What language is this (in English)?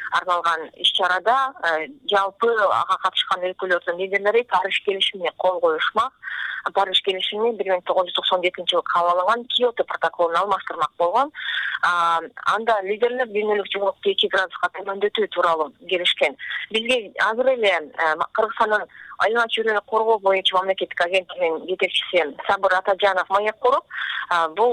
Kyrgyz